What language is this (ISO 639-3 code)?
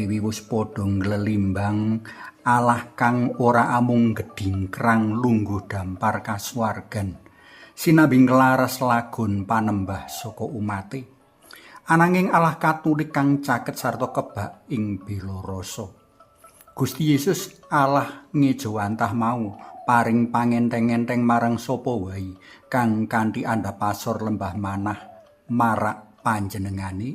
jav